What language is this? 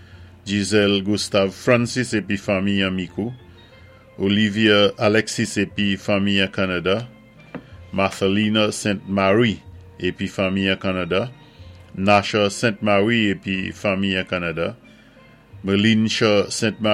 Saint Lucian Creole French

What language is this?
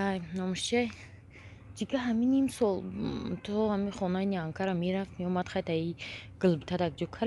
Tajik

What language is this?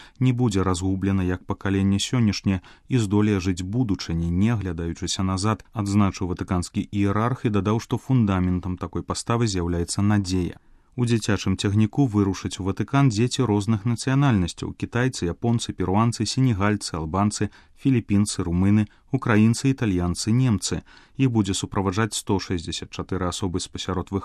Belarusian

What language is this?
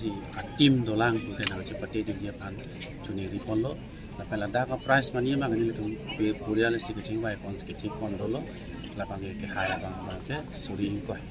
Karbi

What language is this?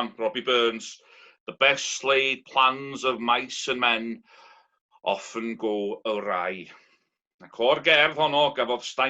Welsh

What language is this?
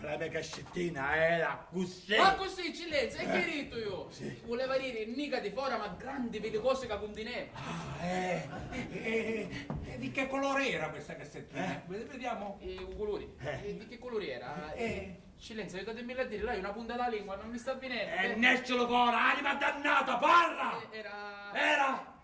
Sicilian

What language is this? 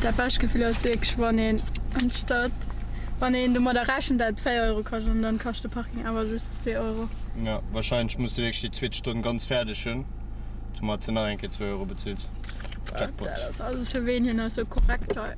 Luxembourgish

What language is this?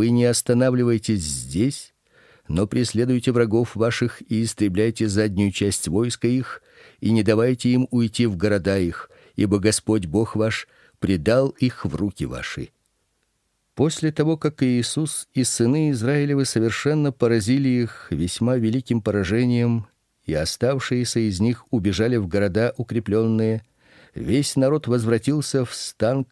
Russian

